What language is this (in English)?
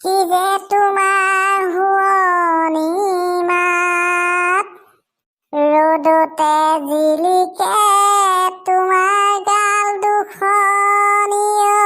Assamese